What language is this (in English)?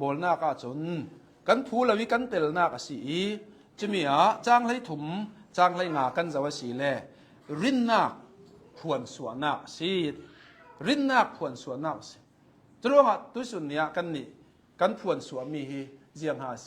Hakha Chin